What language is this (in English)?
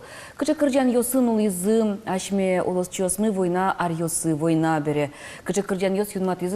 Udmurt